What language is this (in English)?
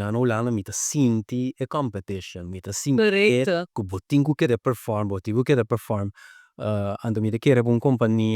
Papiamento